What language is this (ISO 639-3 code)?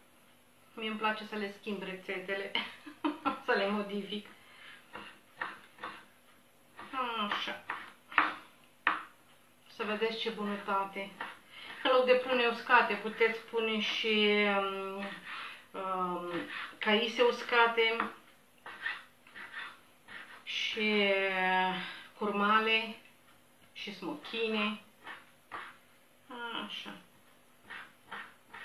ron